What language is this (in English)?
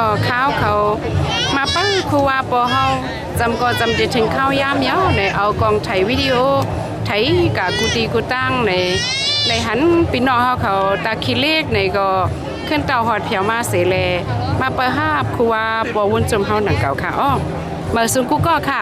Shan